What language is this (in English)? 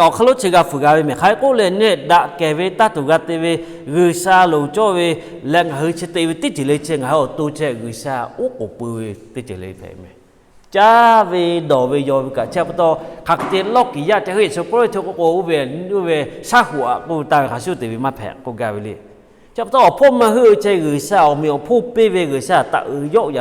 Lahu